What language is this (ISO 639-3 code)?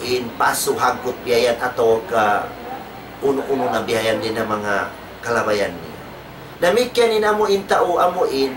tsg